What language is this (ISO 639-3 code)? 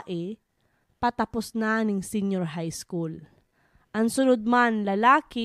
bik